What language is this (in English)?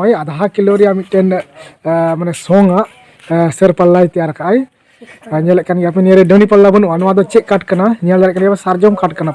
Santali